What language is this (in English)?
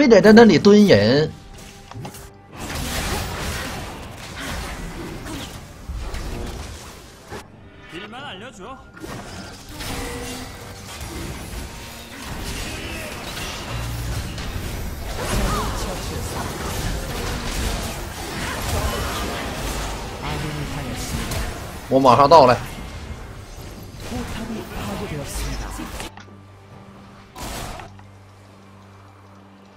Chinese